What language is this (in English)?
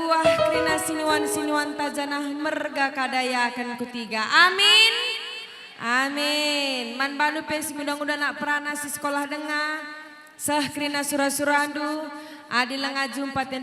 Batak Karo